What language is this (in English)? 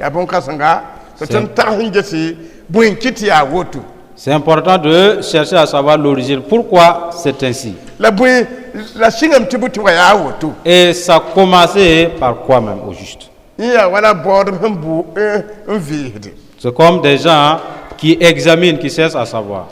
Mossi